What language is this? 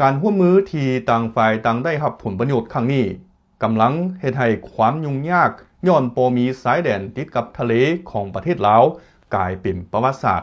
Lao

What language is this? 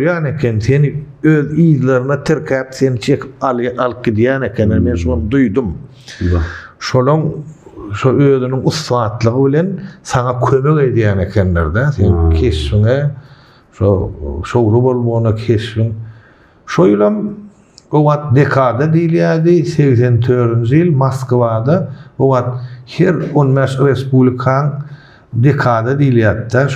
Turkmen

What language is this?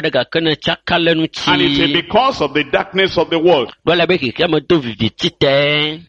Ewe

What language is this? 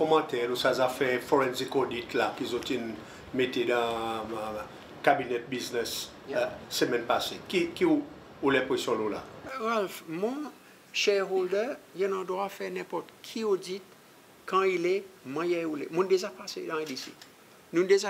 Seselwa Creole French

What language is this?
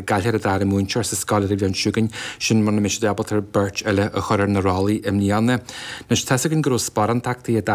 Irish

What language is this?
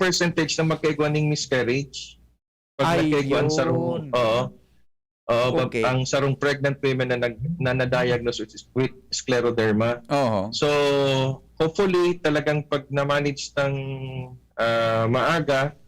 Bikol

